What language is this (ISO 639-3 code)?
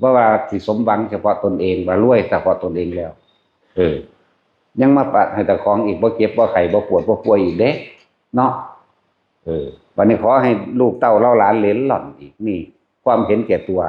tts